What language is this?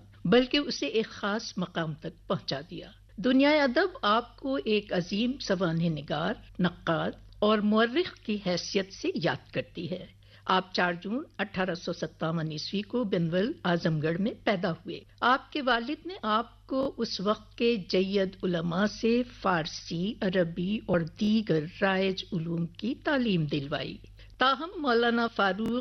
Urdu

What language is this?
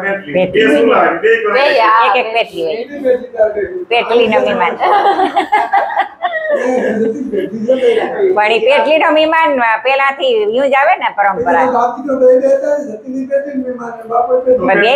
Gujarati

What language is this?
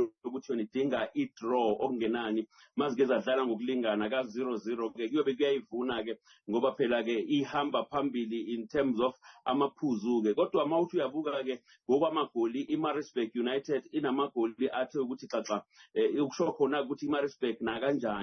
Zulu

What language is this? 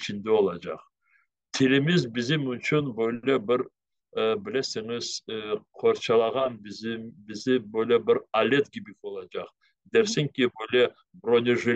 Crimean Tatar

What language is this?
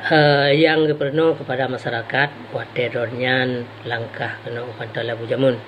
Achinese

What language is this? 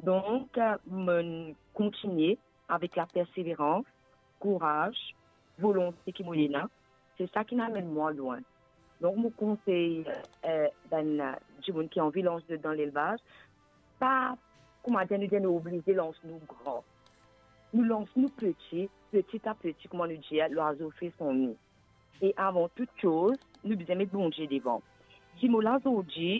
Morisyen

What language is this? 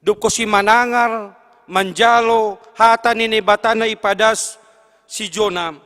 Batak Simalungun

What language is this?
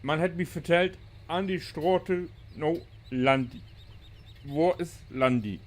Low German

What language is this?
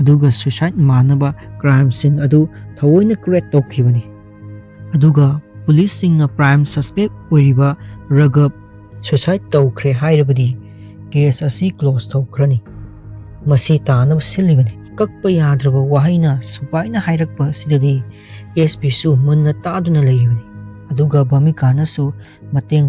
Manipuri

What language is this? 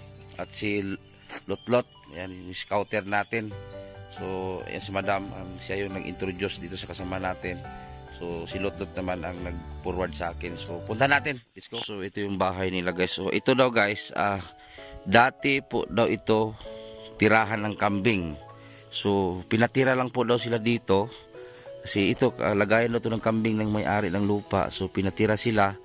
Filipino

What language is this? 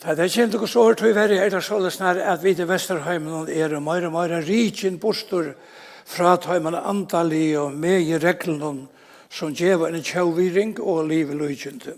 Faroese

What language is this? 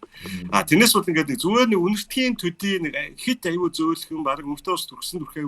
Mongolian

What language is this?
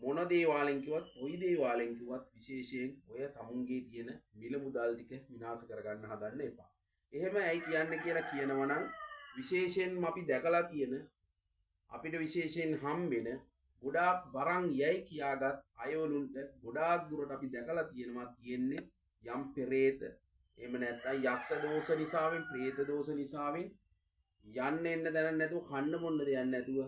Sinhala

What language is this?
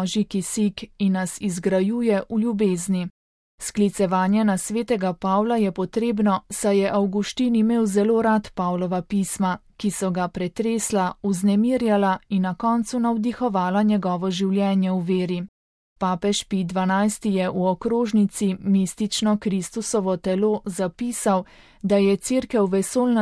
Slovenian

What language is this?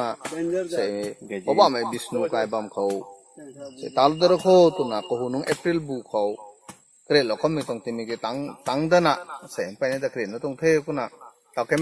Rongmei Naga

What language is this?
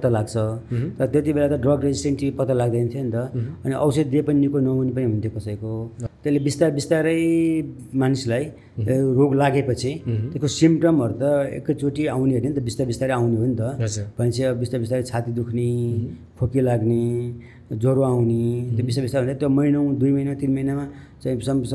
Nepali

